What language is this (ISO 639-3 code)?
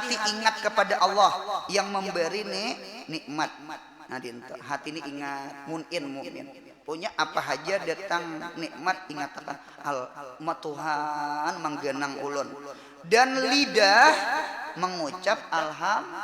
bjn